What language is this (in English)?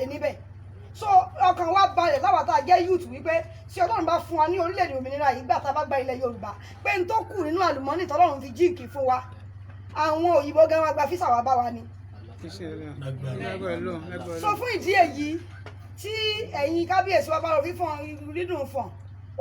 Yoruba